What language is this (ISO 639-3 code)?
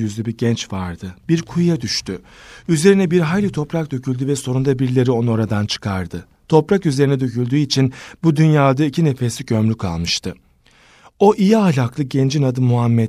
tur